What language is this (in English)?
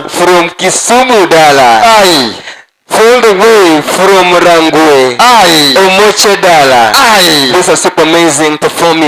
Luo (Kenya and Tanzania)